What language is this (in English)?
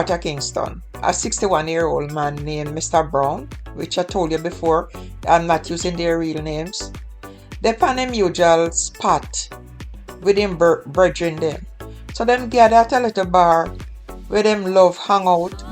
Jamaican Creole English